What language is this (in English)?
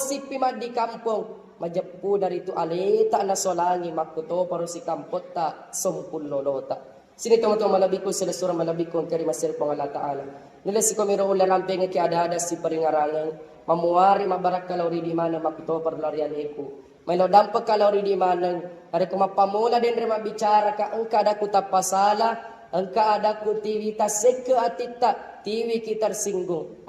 Buginese